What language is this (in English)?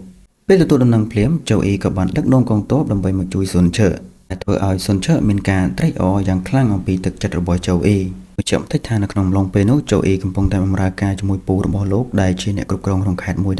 Khmer